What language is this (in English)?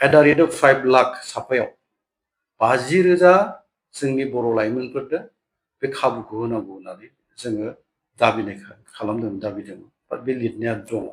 Bodo